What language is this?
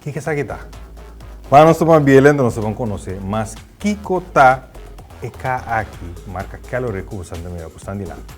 Papiamento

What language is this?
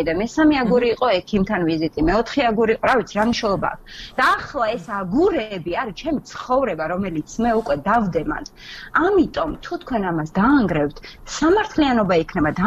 Georgian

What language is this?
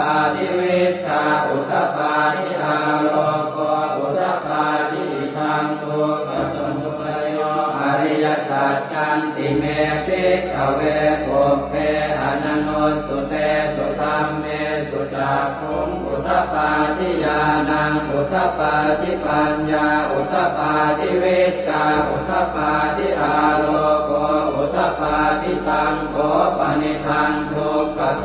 Pali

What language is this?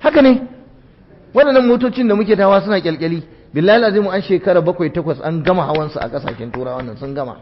Hausa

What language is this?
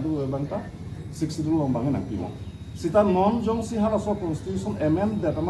Karbi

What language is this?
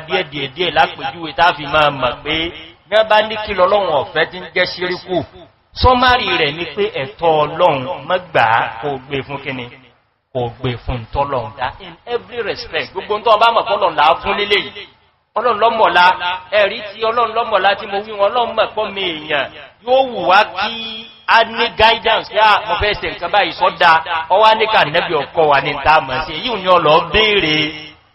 Yoruba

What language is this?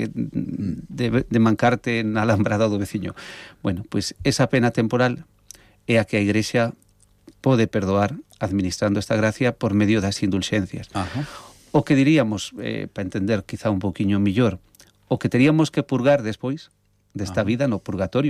Galician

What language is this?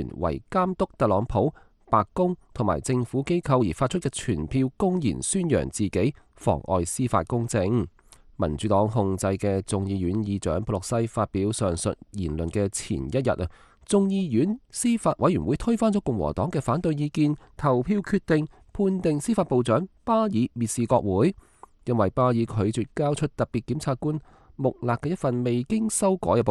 Cantonese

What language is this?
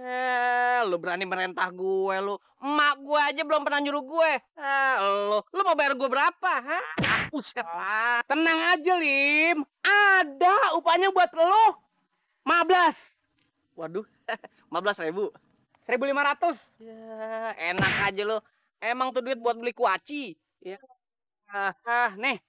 Betawi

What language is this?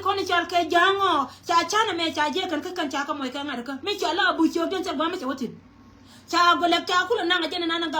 Nuer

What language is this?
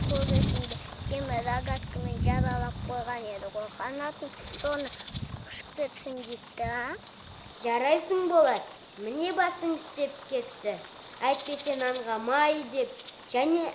Kazakh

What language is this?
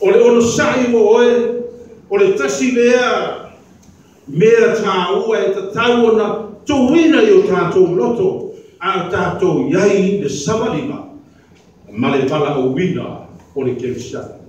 Samoan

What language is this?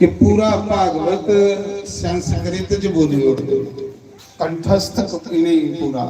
Dogri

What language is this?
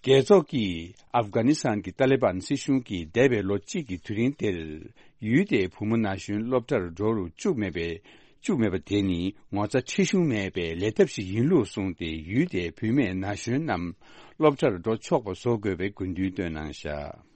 Tibetan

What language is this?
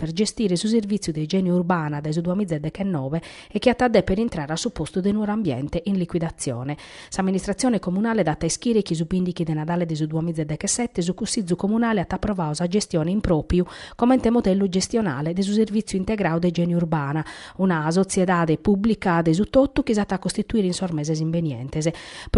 Sardinian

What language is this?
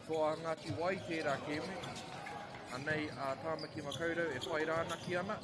Māori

